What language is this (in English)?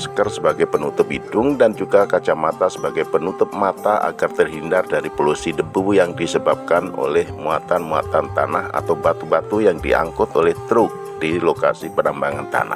Indonesian